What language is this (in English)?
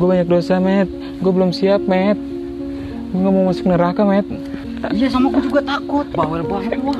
Betawi